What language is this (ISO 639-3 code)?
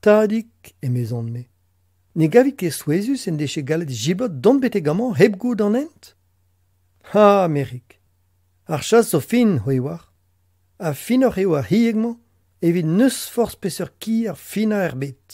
bre